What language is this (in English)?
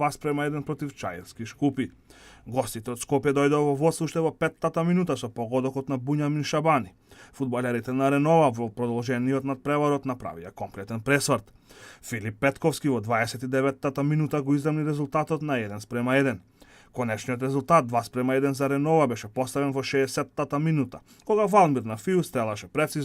Macedonian